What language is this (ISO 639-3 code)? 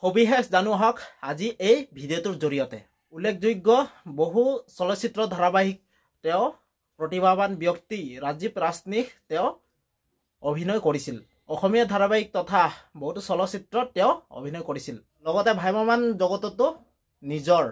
asm